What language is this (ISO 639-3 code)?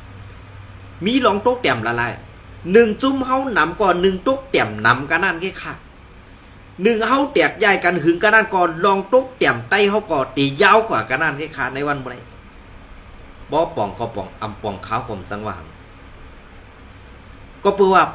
shn